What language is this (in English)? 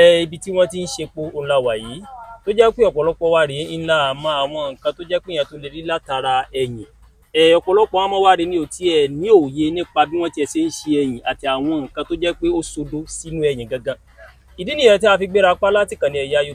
Yoruba